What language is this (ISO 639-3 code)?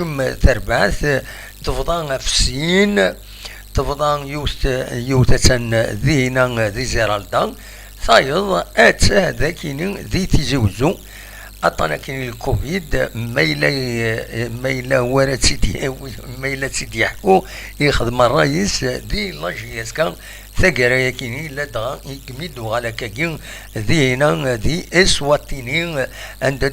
kab